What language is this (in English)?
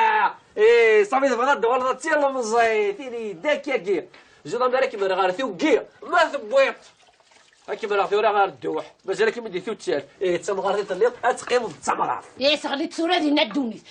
Kabyle